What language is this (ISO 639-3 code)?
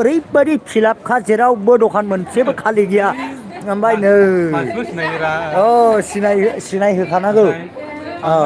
brx